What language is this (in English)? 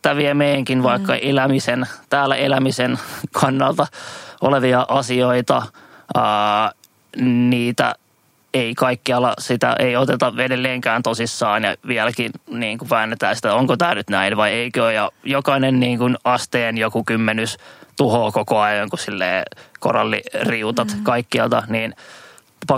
Finnish